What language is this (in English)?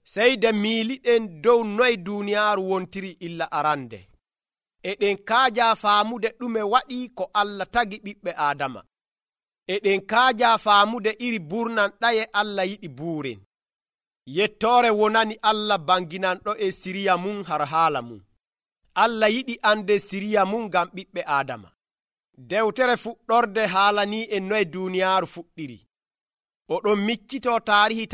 Nigerian Fulfulde